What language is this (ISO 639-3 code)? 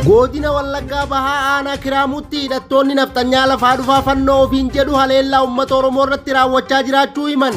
orm